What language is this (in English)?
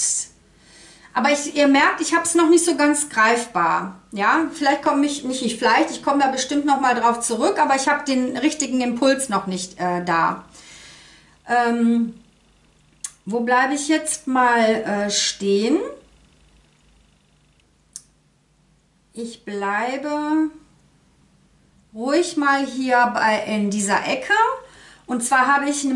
German